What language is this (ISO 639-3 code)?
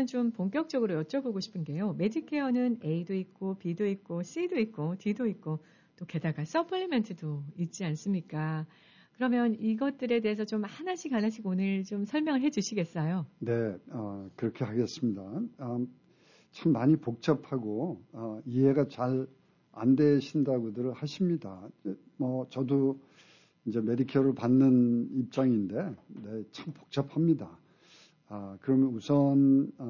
kor